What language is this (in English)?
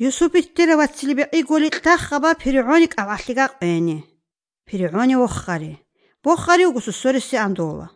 Georgian